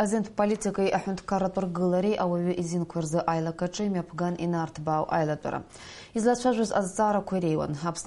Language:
Abkhazian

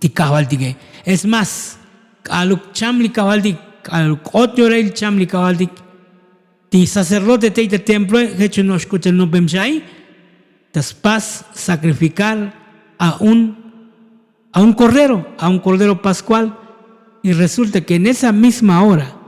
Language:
Tzotzil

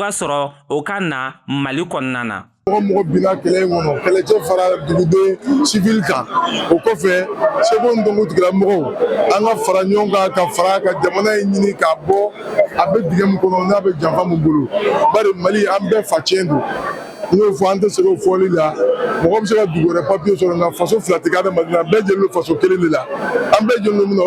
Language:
Bambara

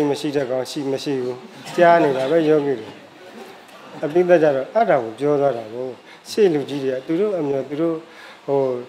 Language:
Burmese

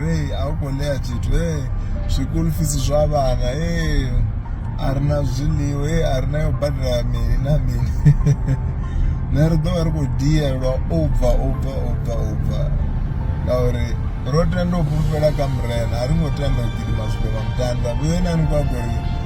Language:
Venda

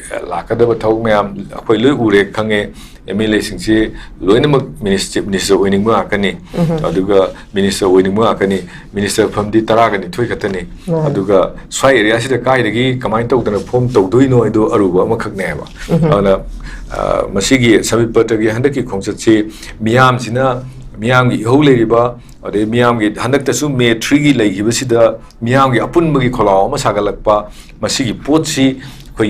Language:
Manipuri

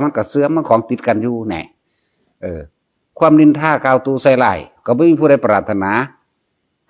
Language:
Northeastern Thai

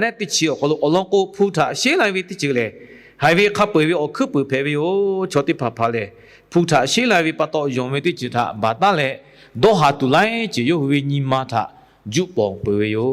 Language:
Lahu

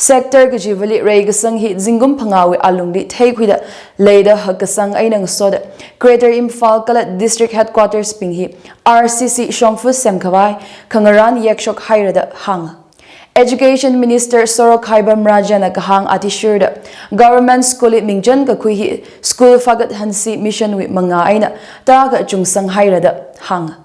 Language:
Tangkhul Naga (India)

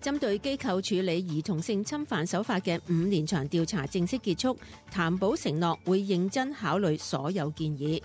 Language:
Cantonese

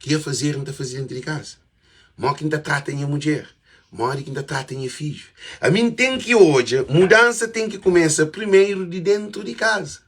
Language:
Kabuverdianu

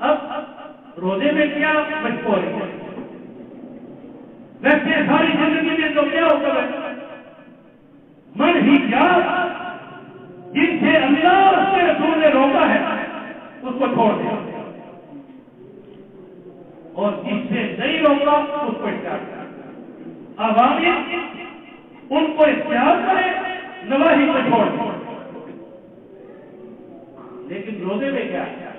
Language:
Urdu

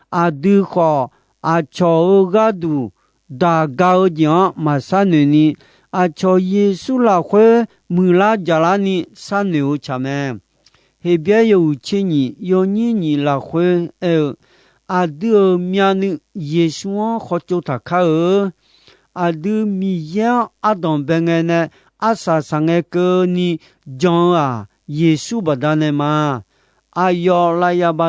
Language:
Akha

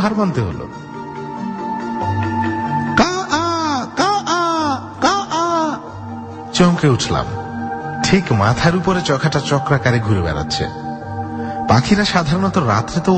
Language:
Bangla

